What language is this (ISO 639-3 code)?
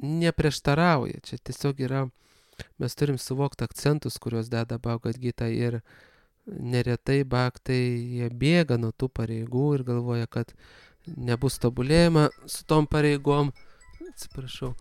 lit